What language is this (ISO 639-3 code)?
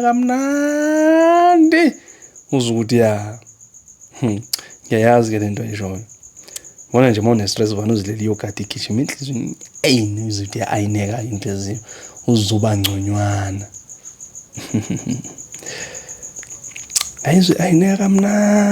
zul